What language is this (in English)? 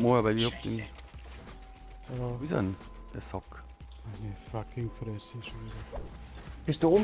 Bavarian